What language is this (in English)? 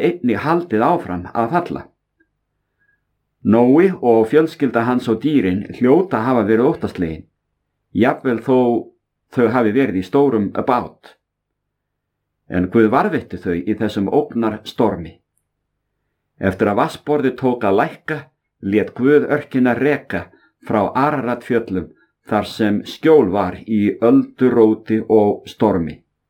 Icelandic